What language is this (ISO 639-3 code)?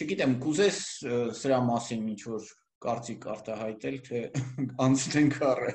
hye